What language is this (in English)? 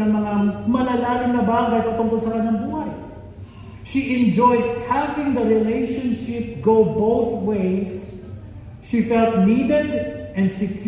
Filipino